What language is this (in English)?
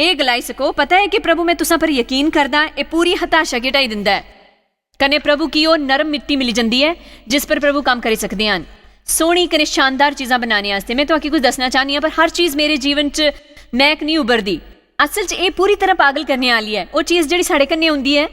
Dogri